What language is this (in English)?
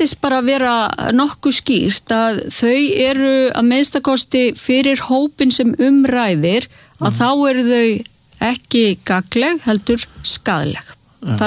Icelandic